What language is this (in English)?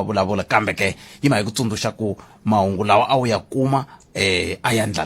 Tsonga